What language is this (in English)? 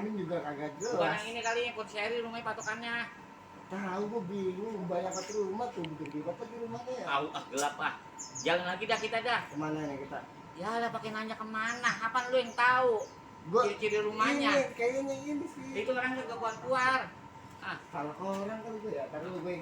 Betawi